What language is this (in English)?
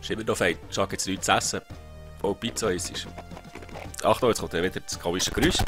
Swiss German